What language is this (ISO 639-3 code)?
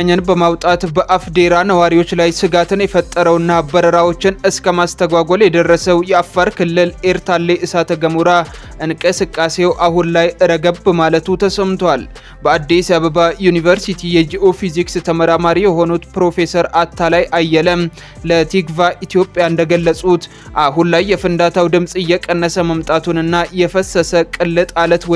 amh